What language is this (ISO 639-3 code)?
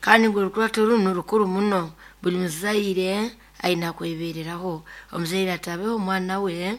nyo